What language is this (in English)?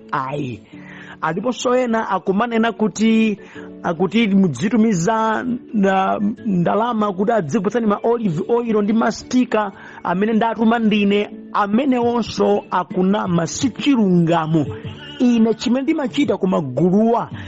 Nyanja